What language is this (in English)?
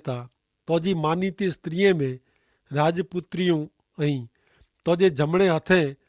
Kachhi